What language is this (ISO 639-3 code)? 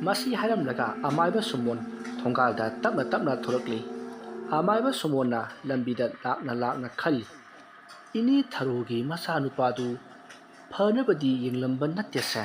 mni